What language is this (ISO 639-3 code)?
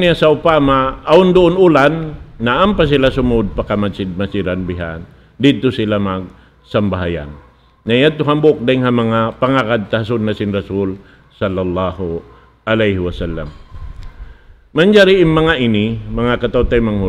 tsg